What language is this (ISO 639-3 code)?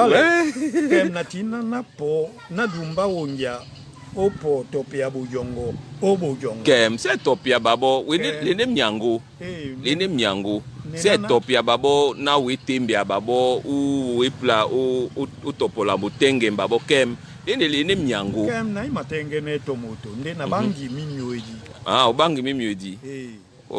dua